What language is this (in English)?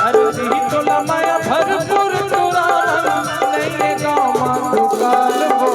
Chhattisgarhi